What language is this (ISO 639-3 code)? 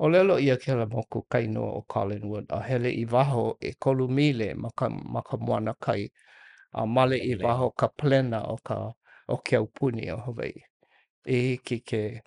haw